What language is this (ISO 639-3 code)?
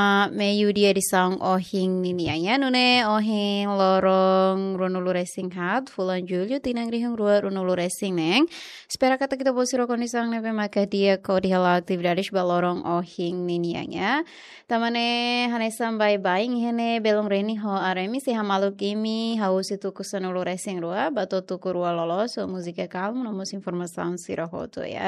tet